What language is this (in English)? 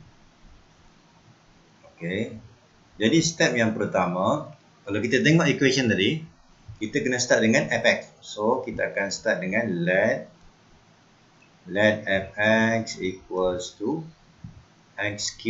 Malay